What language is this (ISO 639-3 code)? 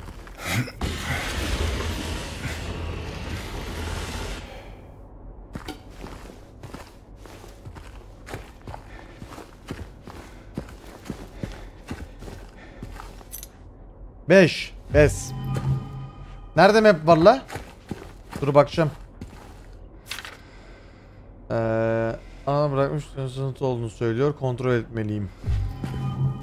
tur